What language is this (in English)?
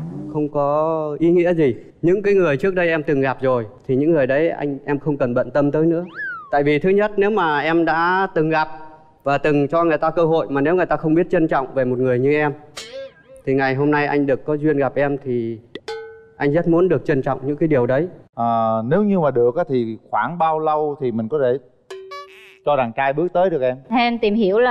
Vietnamese